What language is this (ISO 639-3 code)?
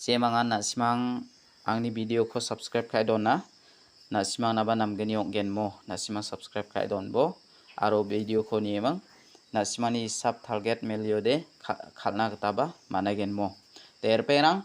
grt